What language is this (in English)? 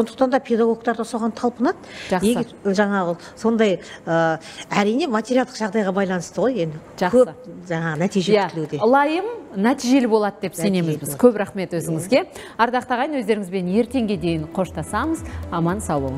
Kazakh